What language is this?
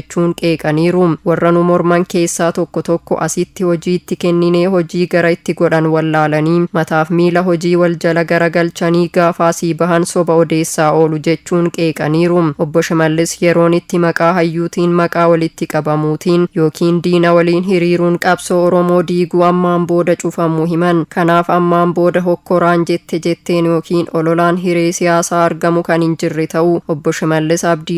Oromo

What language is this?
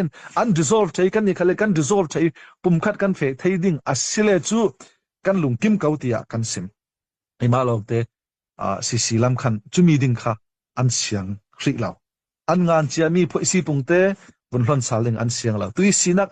Hakha Chin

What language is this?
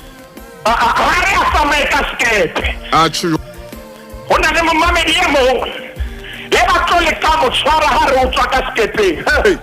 Southern Sotho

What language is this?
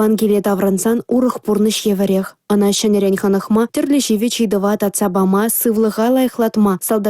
Chuvash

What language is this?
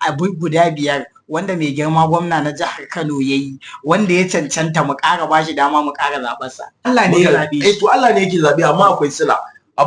Hausa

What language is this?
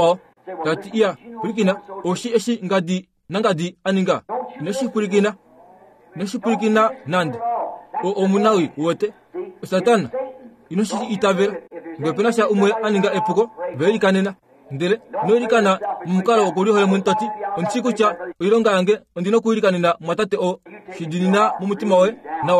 Kuanyama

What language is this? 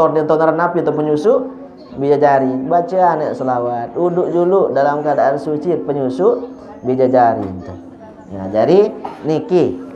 Sasak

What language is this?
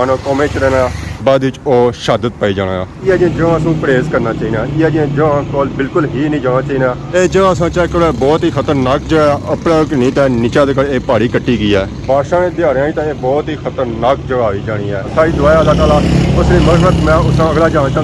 Pahari-Potwari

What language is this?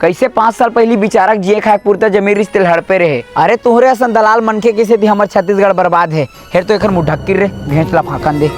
Chhattisgarhi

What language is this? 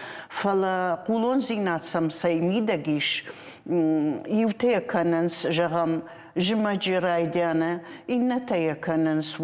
Ossetic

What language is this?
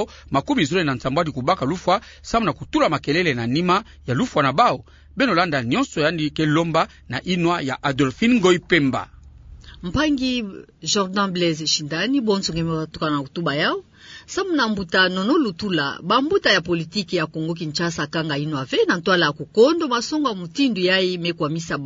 Kituba (Democratic Republic of Congo)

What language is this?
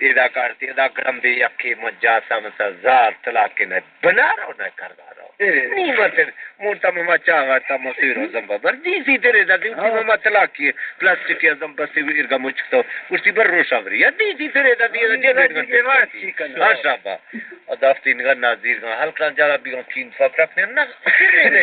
Baluchi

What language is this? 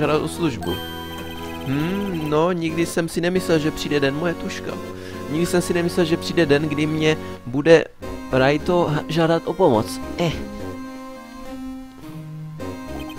Czech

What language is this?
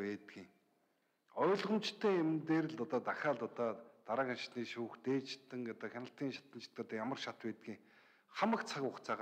Mongolian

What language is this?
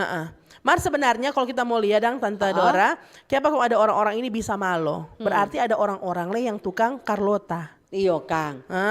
Manado Malay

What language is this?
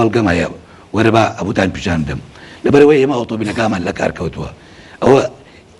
Central Kurdish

